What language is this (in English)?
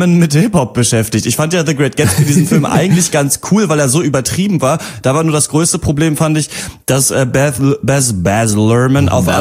German